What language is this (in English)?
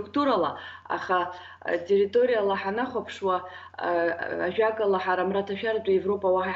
Abkhazian